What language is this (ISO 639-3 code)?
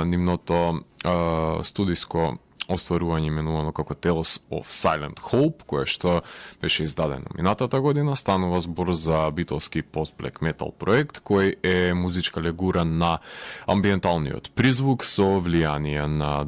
mkd